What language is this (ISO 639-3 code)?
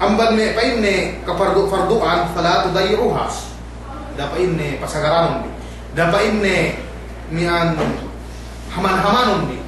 yka